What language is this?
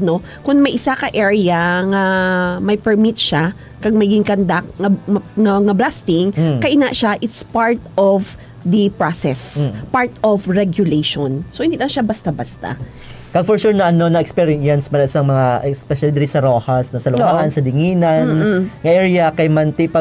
Hiligaynon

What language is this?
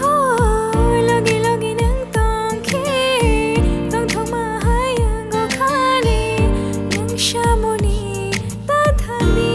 Kok Borok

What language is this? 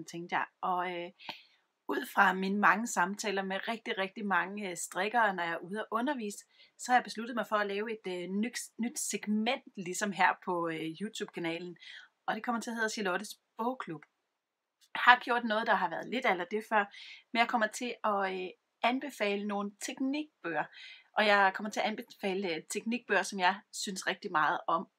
Danish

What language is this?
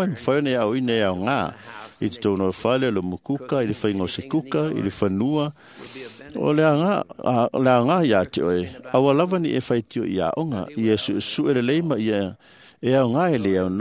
Samoan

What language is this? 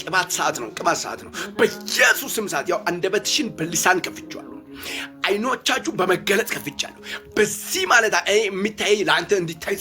Amharic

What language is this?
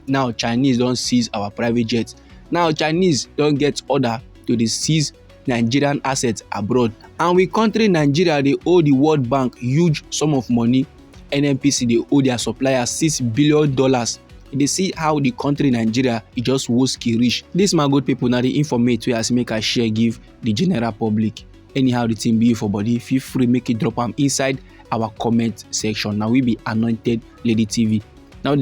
Nigerian Pidgin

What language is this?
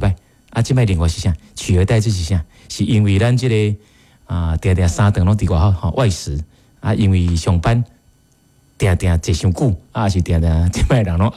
Min Nan Chinese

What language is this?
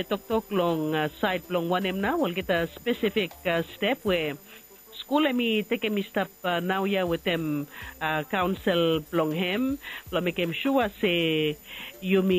Bislama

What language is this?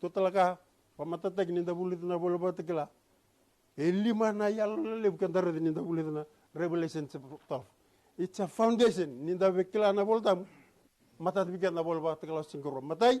Fijian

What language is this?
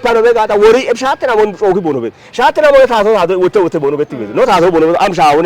Kafa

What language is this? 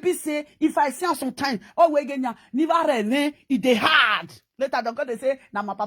Nigerian Pidgin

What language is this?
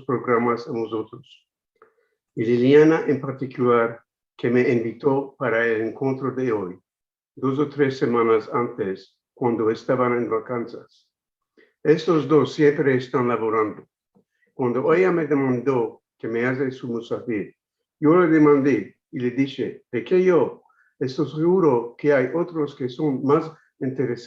Ladino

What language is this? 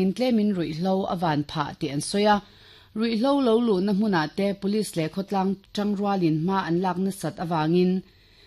Mizo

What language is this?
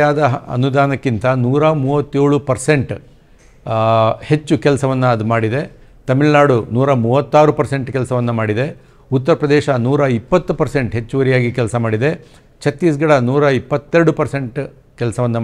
Kannada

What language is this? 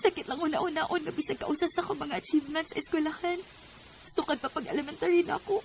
Cebuano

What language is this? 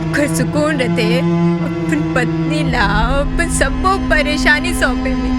Chhattisgarhi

